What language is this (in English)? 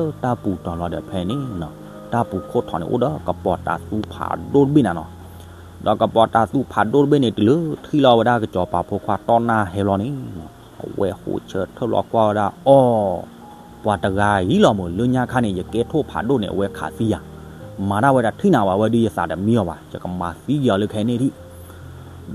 S'gaw Karen